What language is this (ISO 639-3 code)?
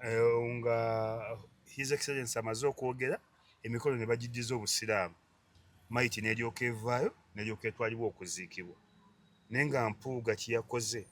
lug